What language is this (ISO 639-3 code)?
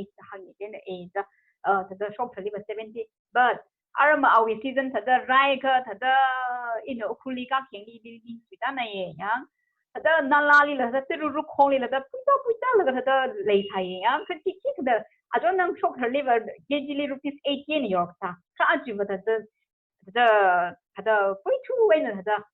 nmf